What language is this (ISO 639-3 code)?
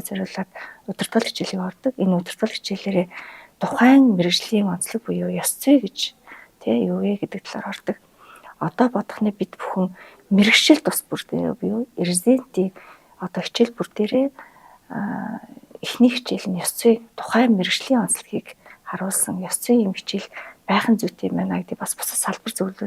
mon